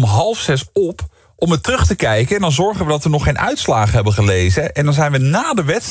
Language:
Dutch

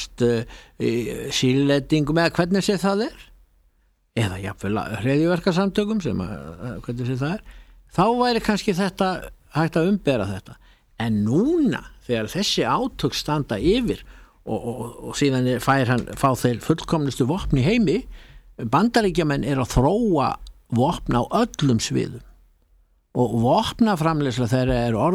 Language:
Icelandic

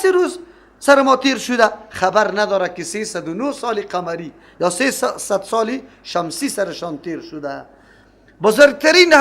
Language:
Persian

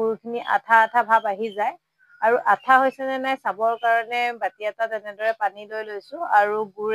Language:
Assamese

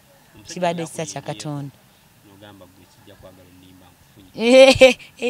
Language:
Ganda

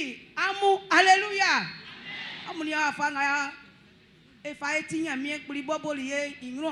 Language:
Baoulé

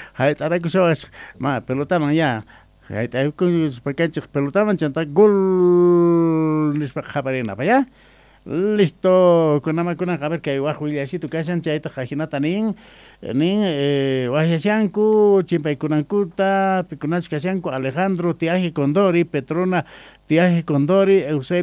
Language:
Quechua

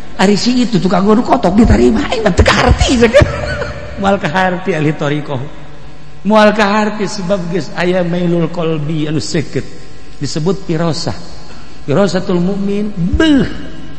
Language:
Sundanese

